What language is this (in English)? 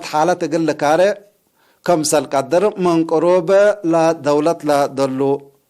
Tigre